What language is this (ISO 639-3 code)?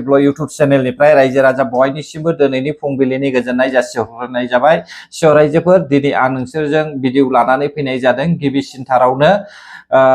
brx